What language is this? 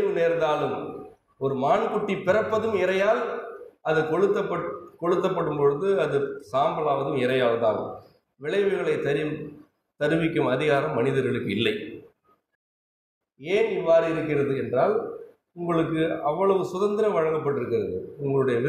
Tamil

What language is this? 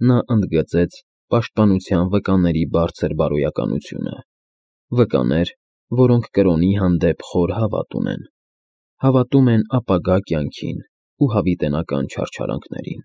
Armenian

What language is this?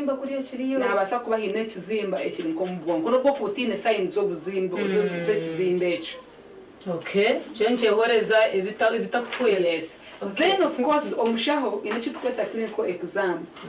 Nyankole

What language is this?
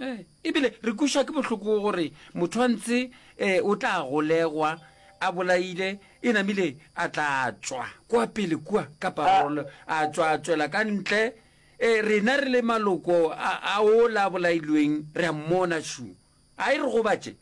Northern Sotho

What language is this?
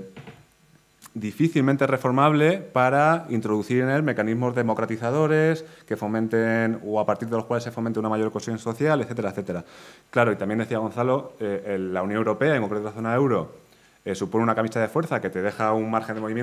Spanish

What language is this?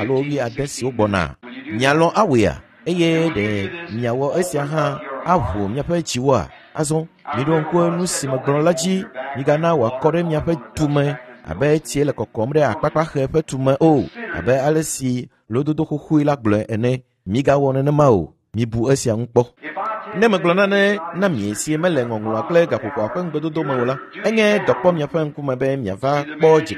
Ewe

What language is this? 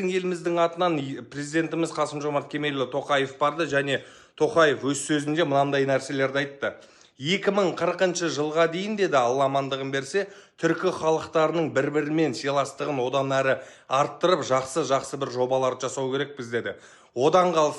Kazakh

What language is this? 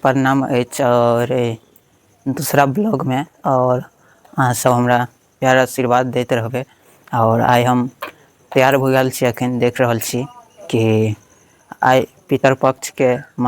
Maithili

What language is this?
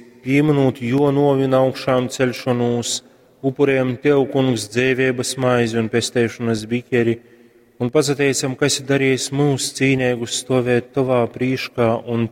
Latgalian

